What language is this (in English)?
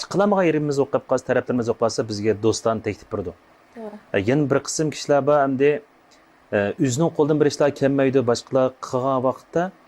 Uyghur